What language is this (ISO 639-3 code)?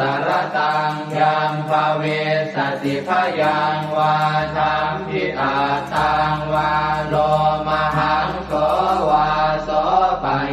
pli